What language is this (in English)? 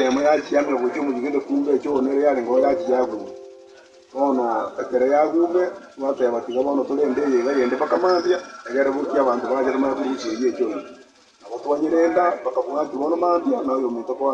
Gusii